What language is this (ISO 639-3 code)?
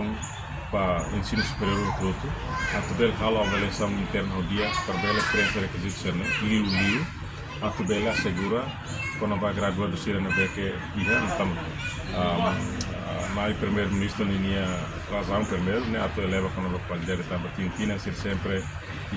tet